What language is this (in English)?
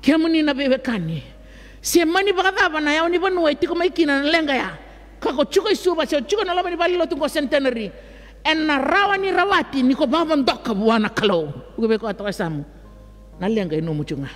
Fijian